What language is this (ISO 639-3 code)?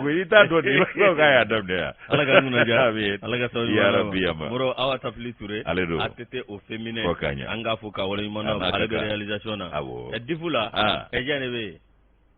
bam